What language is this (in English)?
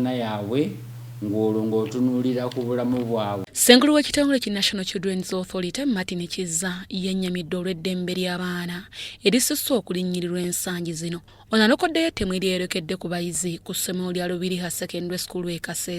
Ganda